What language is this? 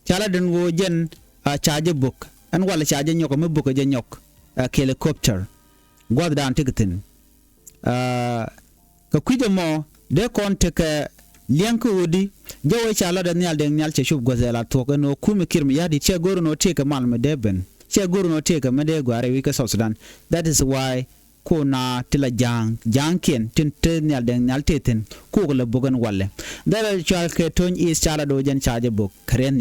Nuer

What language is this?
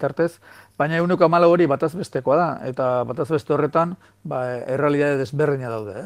Basque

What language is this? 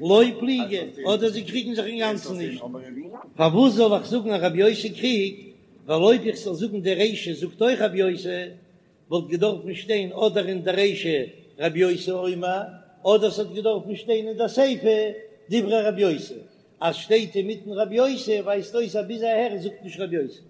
Yiddish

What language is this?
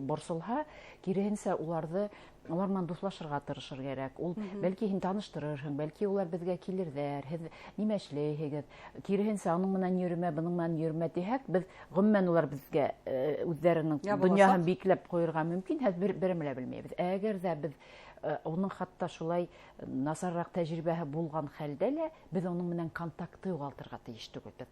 Bashkir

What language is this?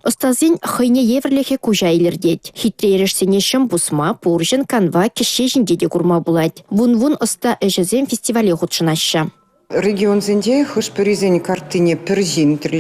Chuvash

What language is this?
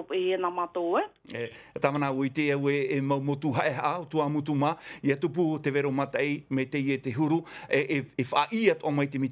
Tahitian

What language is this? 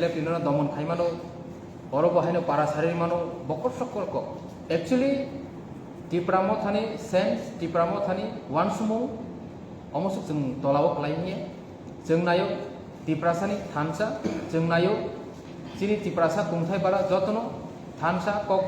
Kok Borok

